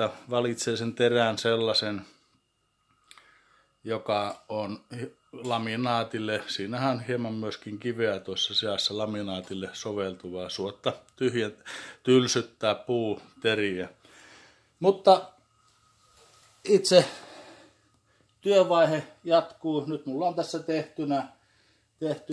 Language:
Finnish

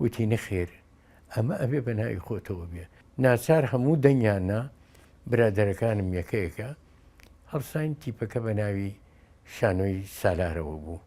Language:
Central Kurdish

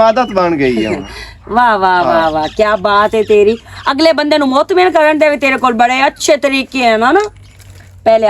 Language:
Western Panjabi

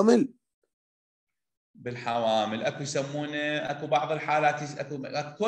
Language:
Mesopotamian Arabic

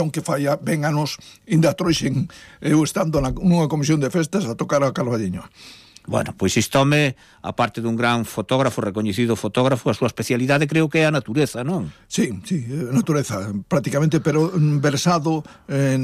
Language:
Galician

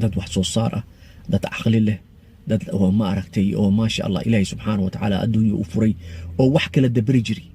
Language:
Somali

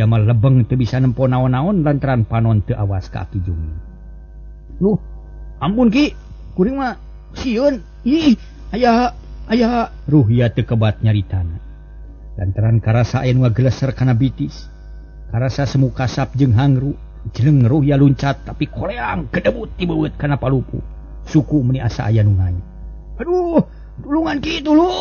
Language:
Sundanese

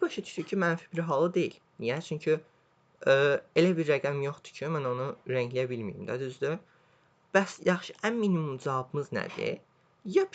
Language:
Azerbaijani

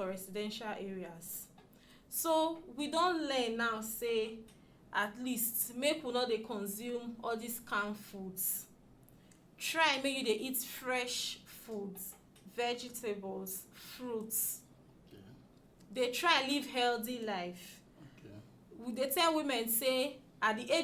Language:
Nigerian Pidgin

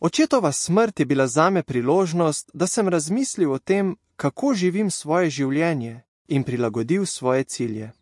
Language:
Slovenian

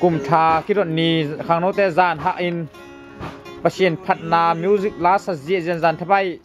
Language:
Tedim Chin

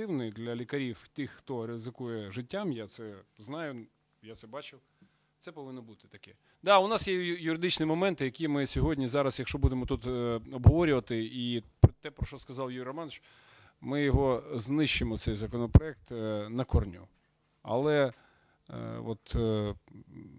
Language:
Ukrainian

